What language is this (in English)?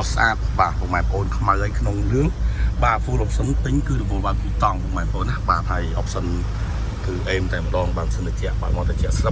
Khmer